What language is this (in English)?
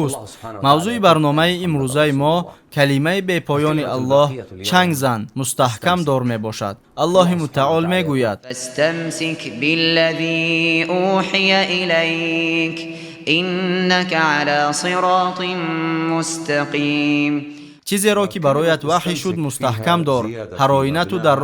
Tajik